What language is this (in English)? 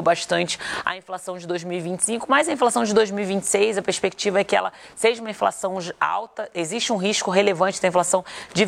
Portuguese